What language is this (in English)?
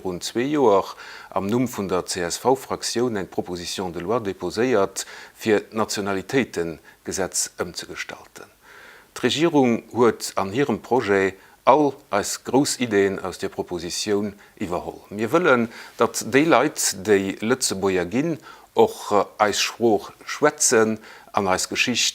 Luxembourgish